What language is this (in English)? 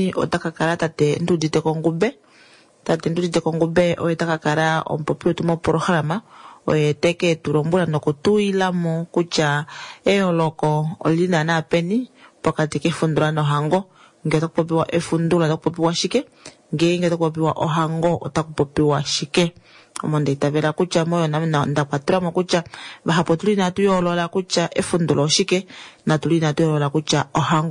Kuanyama